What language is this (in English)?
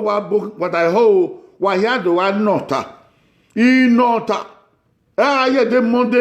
Bini